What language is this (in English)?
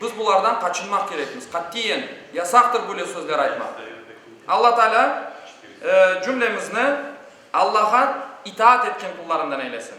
Crimean Tatar